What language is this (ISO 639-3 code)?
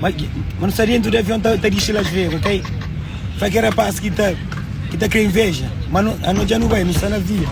kea